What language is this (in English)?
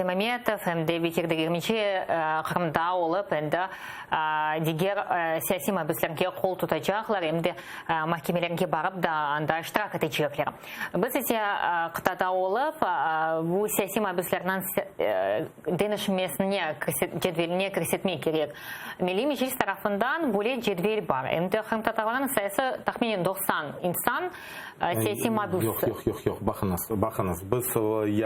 Crimean Tatar